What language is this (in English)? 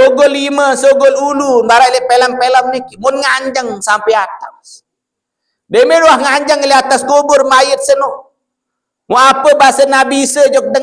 Sasak